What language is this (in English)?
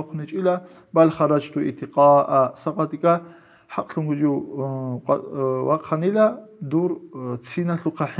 Avaric